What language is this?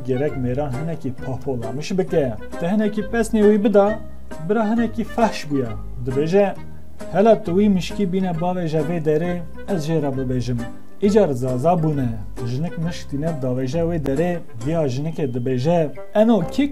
Kurdish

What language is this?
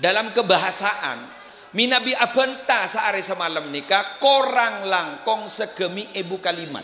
Madurese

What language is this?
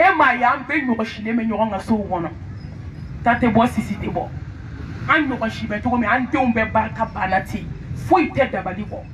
Bambara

